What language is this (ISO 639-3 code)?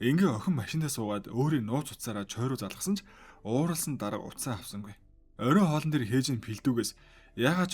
mon